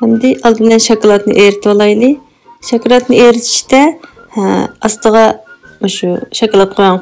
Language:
Uyghur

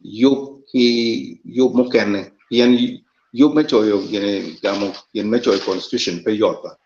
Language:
Acoli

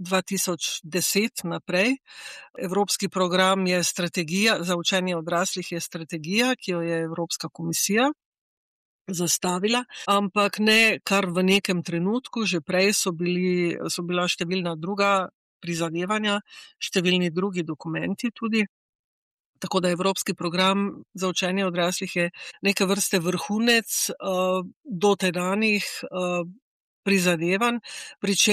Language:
Slovenian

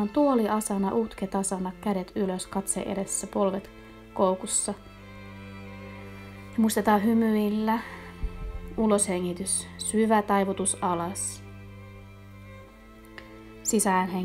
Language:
Finnish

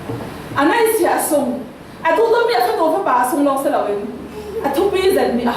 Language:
Falam Chin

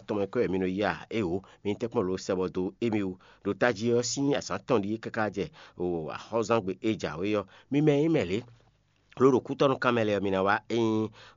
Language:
Fon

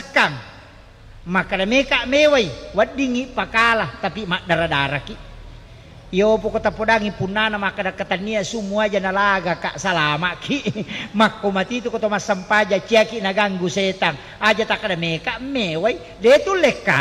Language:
Buginese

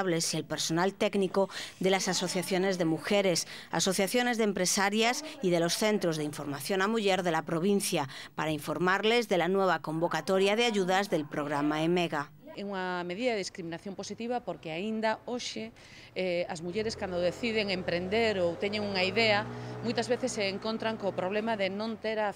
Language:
Galician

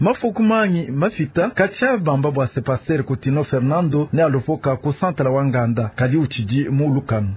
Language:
Luba-Lulua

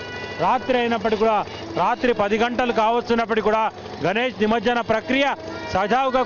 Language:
Telugu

